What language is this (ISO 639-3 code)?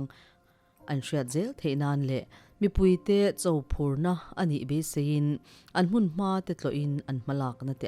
lus